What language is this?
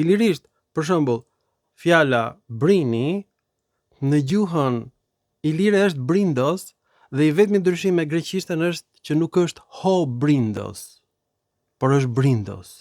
Albanian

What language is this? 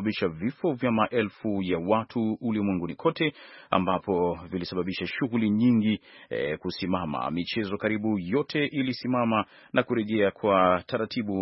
Swahili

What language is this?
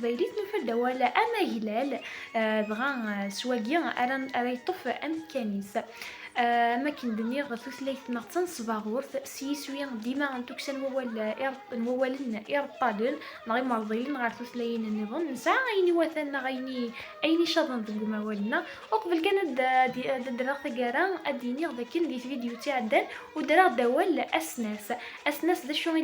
Kabyle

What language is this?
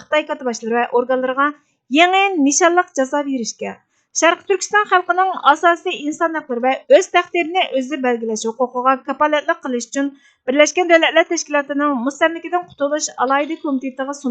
Uyghur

